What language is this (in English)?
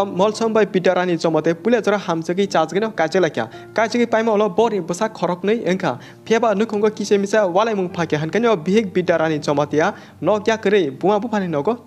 Kok Borok